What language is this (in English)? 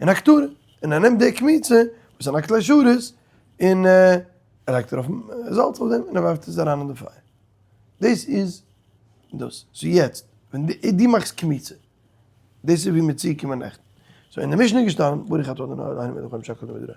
Yiddish